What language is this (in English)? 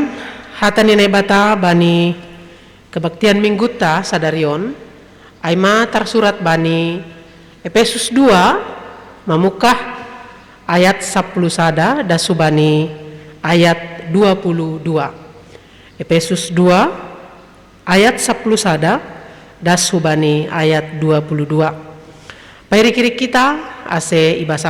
Batak Simalungun